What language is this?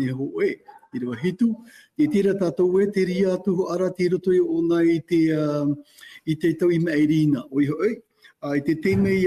Tahitian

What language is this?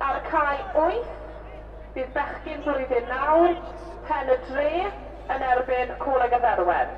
Welsh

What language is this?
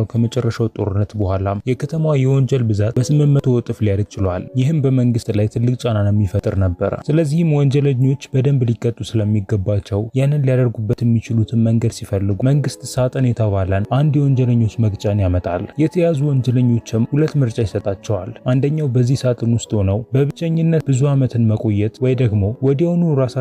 Amharic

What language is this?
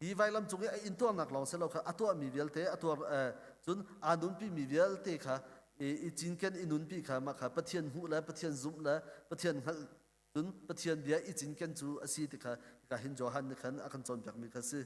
Hakha Chin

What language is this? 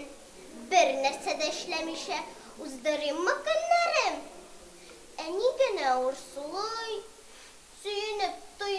Tatar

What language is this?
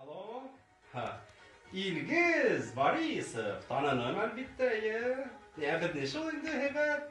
Bashkir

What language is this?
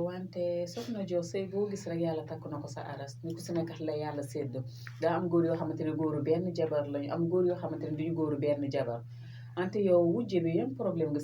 Wolof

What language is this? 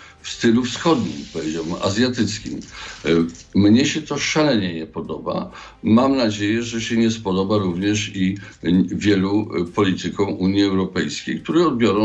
Polish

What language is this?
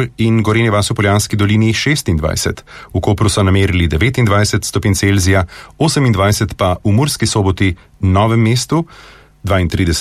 Slovenian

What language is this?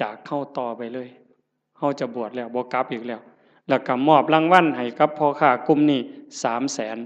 Northeastern Thai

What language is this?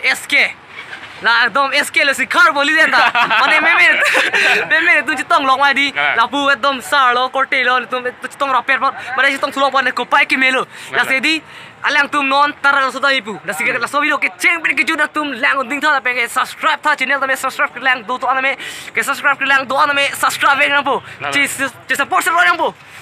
Karbi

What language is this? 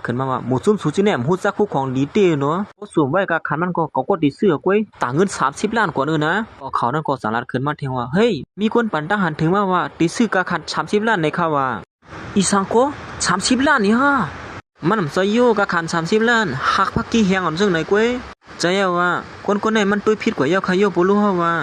Shan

